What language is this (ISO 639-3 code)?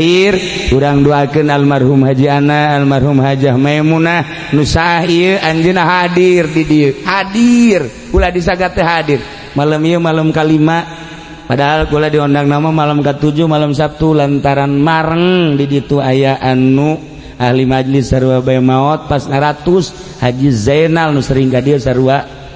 sun